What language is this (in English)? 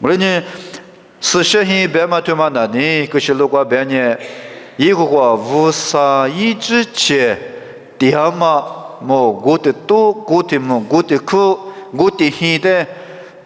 Lisu